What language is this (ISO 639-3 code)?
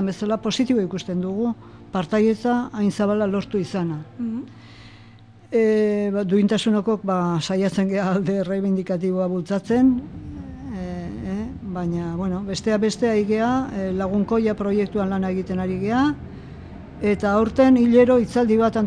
eus